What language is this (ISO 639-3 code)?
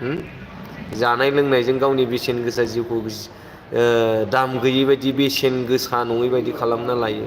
brx